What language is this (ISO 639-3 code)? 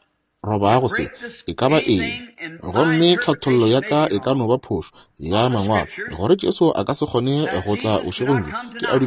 nso